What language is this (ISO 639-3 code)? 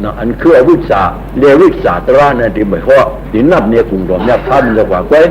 shn